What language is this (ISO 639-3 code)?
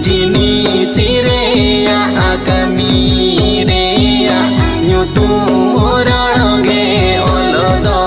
sat